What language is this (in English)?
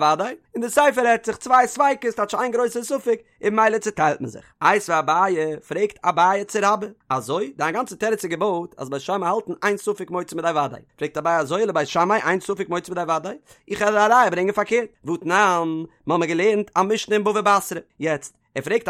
Yiddish